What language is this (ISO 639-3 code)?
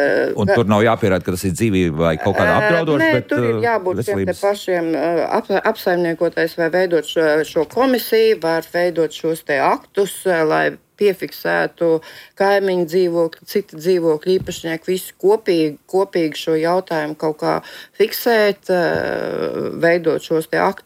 lav